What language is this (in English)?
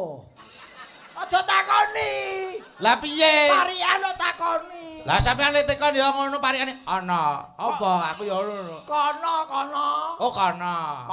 Javanese